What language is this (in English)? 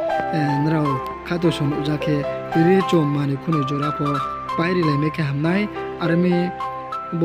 Riang (India)